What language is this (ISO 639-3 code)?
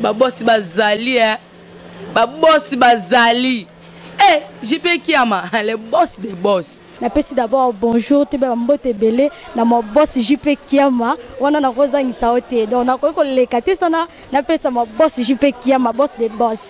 lin